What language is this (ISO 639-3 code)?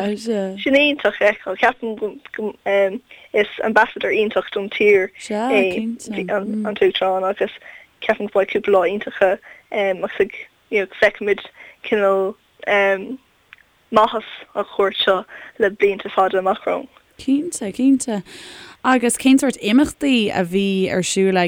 gle